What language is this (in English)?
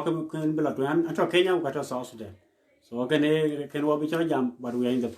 Dinka